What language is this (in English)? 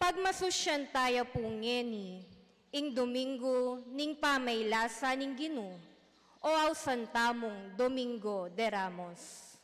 Pampanga